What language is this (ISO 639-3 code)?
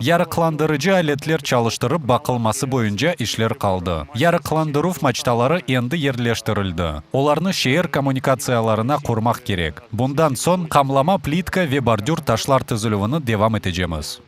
crh